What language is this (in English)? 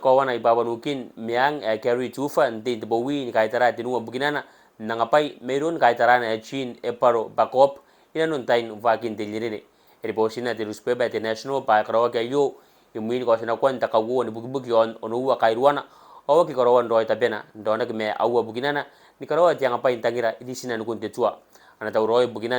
Gilbertese